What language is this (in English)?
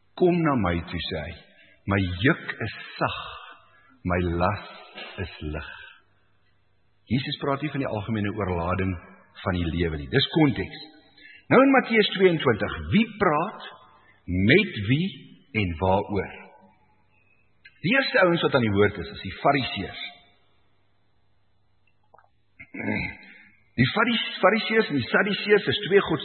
Afrikaans